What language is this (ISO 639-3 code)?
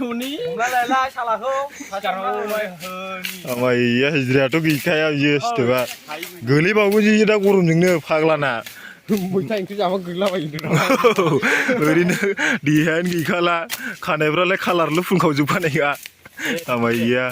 brx